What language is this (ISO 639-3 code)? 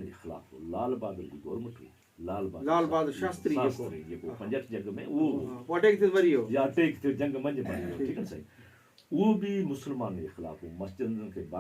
snd